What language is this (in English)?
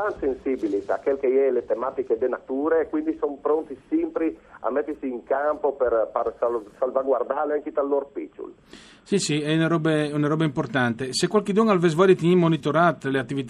Friulian